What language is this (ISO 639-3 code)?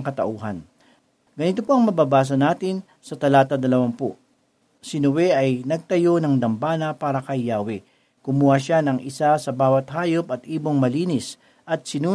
fil